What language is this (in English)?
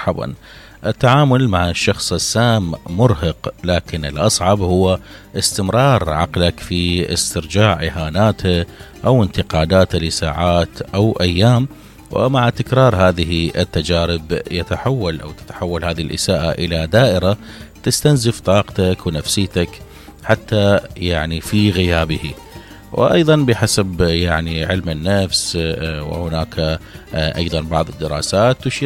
Mesopotamian Arabic